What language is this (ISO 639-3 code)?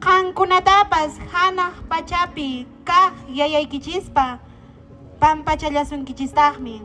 que